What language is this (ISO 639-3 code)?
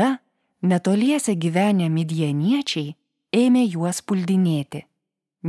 lit